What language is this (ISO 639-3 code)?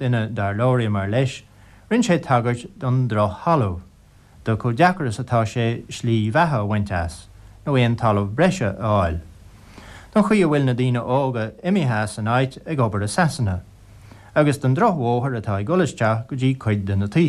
gle